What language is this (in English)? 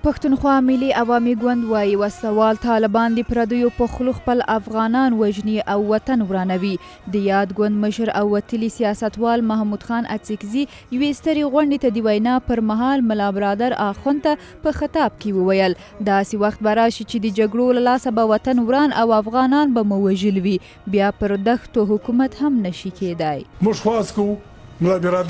Pashto